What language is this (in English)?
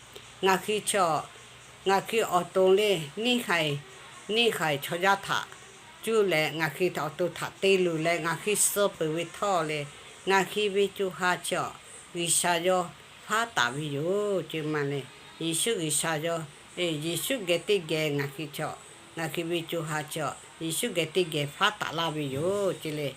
Lahu